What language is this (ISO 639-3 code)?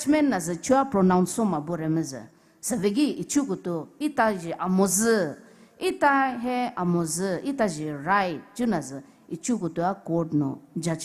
pmx